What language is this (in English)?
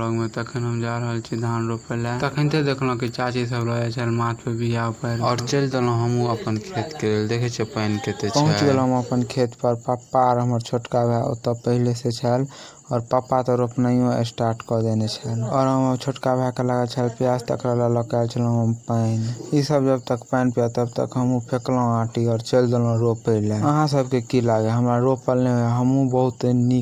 Maithili